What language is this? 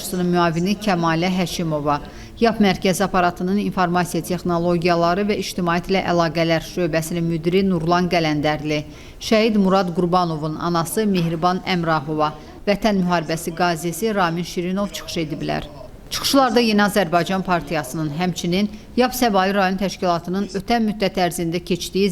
Azerbaijani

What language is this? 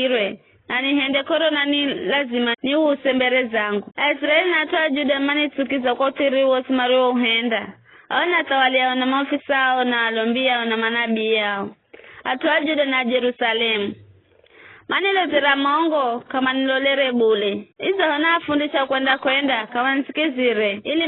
Giryama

